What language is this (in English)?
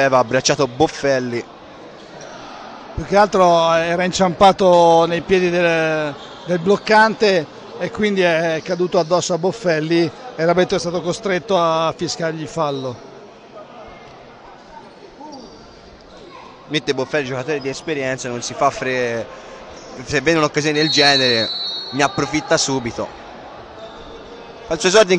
Italian